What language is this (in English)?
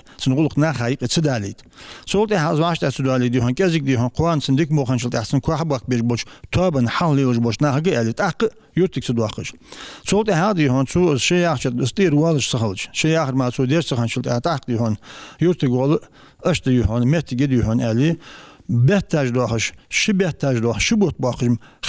Ingush